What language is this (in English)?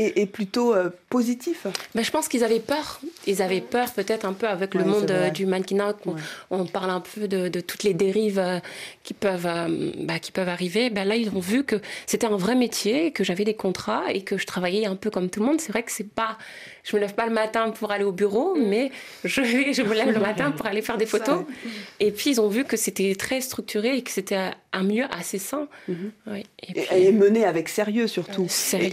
French